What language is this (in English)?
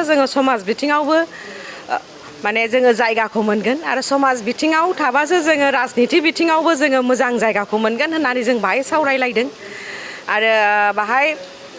Bodo